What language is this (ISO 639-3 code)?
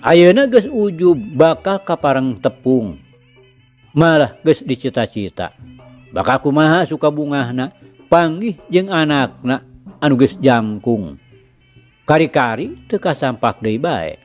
sun